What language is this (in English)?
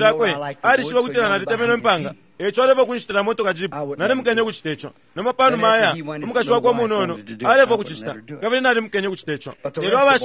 Bemba